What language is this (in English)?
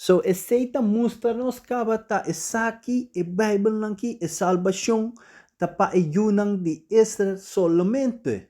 Papiamento